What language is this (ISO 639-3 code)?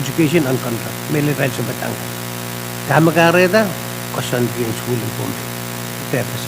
pon